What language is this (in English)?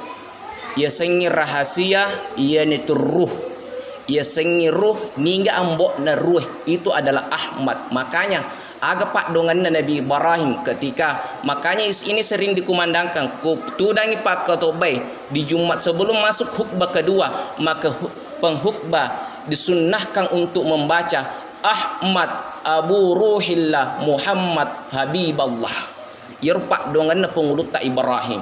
Buginese